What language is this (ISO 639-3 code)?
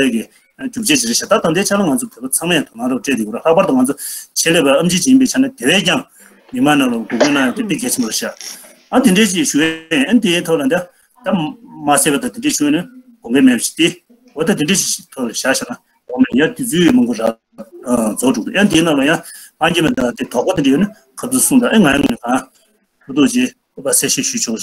bod